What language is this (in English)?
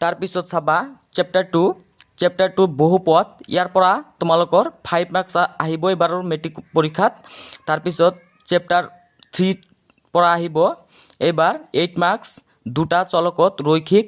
Assamese